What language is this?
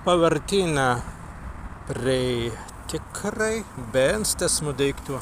Prussian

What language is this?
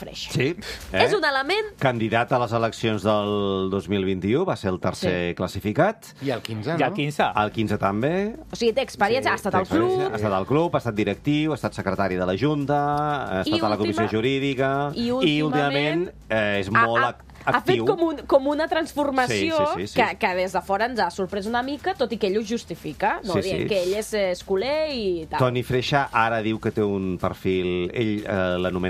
Catalan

